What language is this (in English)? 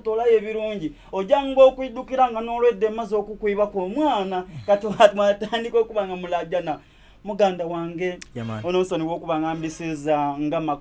Soga